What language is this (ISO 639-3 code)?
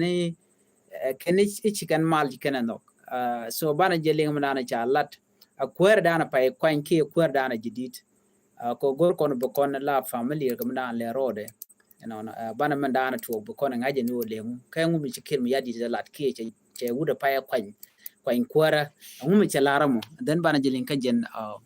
nus